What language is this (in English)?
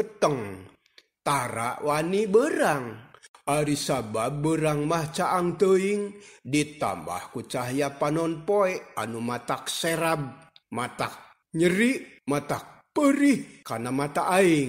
Sundanese